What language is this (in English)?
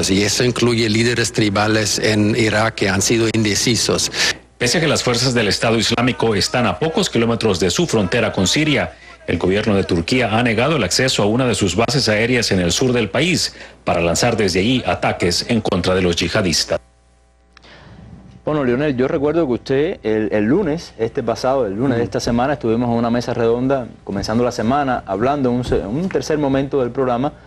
Spanish